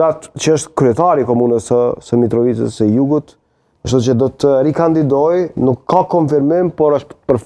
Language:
Albanian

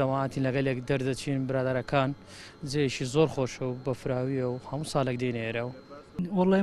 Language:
Central Kurdish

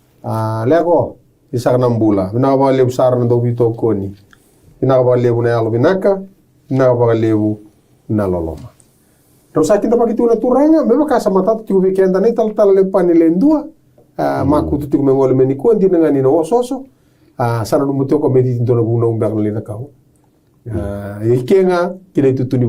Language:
Fijian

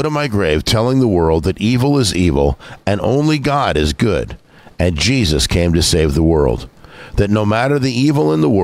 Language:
English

